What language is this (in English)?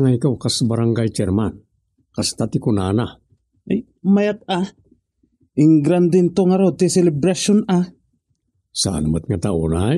Iloko